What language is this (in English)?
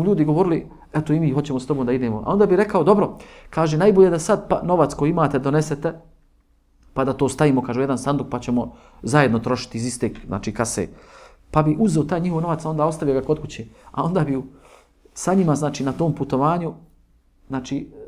Bosnian